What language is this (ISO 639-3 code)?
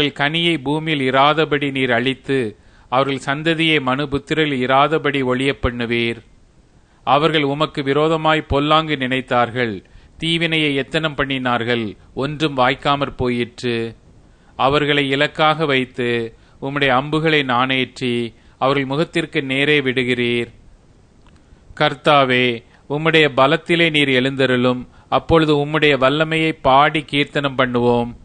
tam